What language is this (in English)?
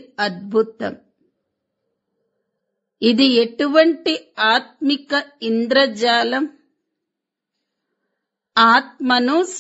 Telugu